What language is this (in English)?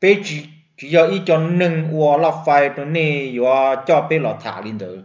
Hmong